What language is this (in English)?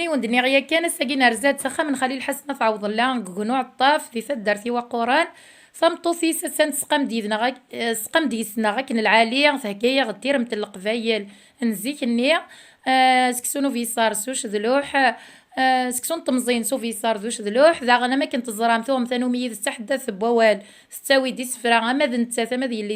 Kabyle